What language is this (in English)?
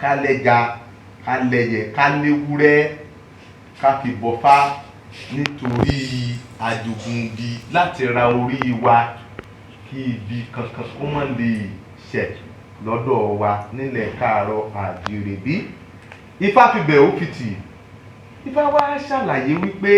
Yoruba